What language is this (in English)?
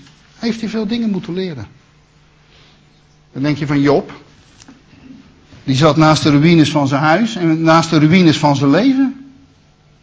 Dutch